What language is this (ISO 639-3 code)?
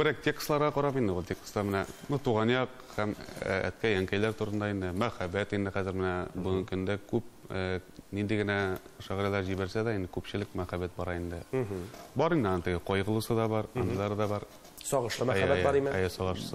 tat